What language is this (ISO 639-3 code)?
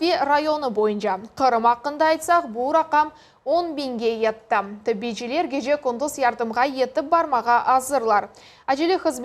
crh